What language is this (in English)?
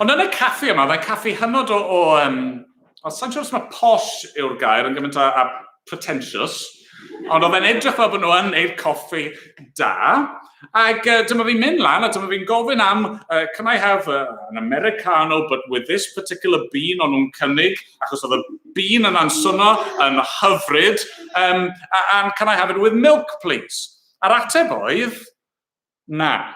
Welsh